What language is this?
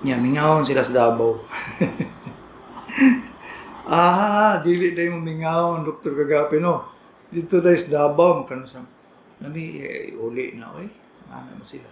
Cebuano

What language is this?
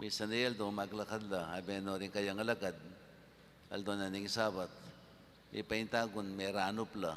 Pampanga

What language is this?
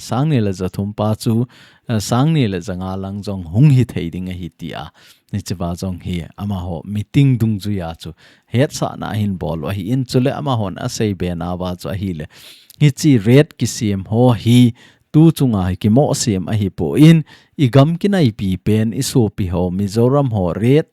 Thado Chin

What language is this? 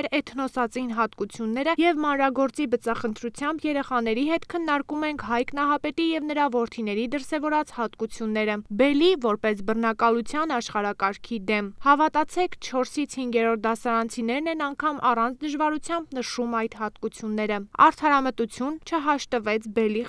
Armenian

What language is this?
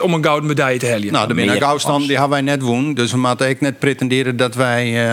Western Frisian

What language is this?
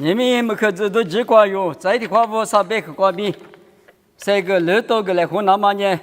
Lisu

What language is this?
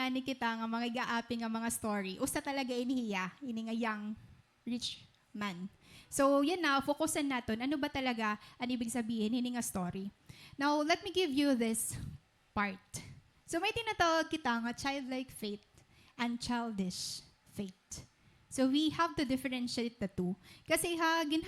Waray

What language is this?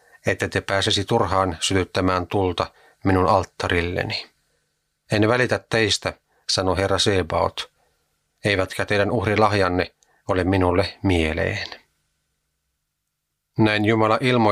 Finnish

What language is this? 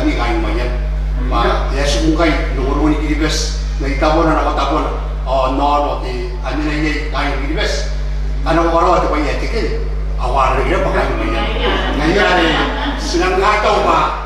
Gilbertese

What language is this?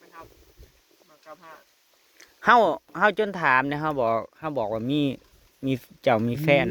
Northeastern Thai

